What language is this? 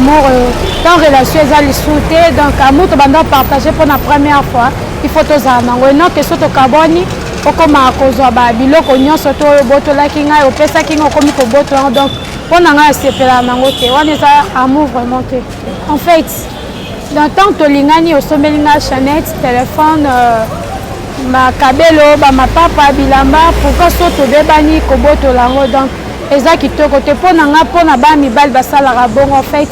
Lingala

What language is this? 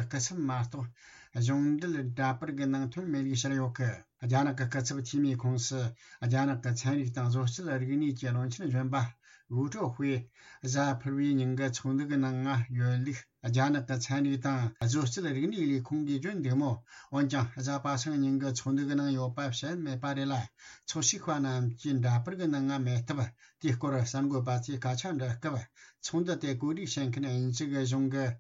Tibetan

